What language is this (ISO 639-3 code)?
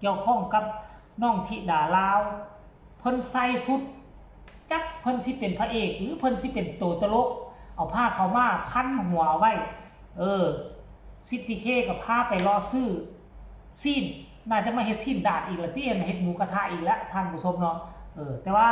tts